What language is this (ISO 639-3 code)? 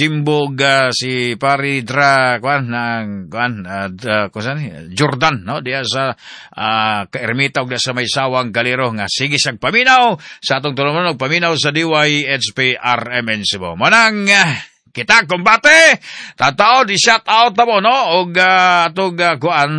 ceb